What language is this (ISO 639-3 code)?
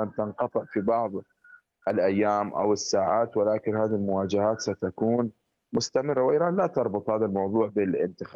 ara